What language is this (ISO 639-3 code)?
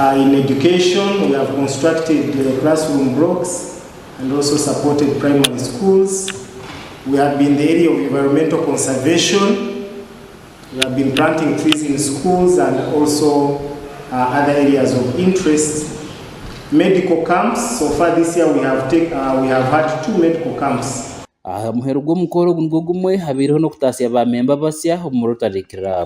nyn